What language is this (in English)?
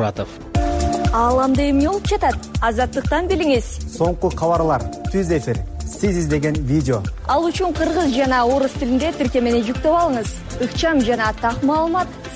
Kyrgyz